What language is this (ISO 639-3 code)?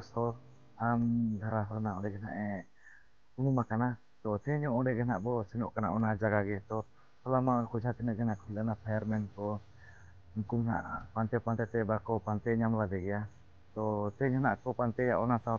sat